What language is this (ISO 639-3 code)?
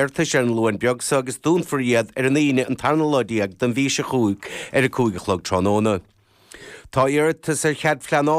gle